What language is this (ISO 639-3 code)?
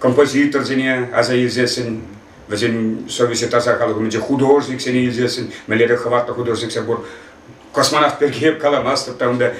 chv